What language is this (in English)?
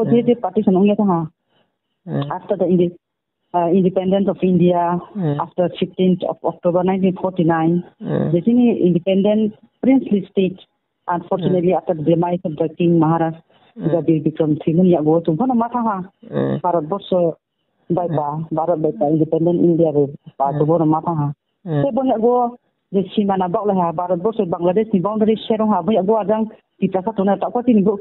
Kok Borok